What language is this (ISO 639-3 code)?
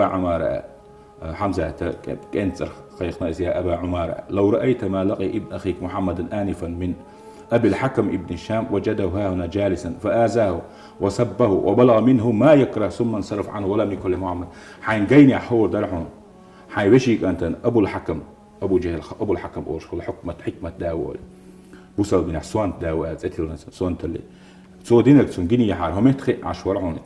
che